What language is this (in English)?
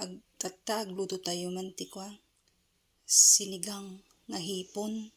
Iloko